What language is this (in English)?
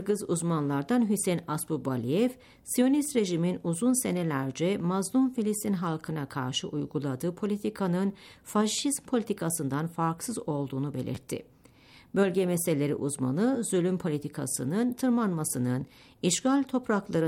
Turkish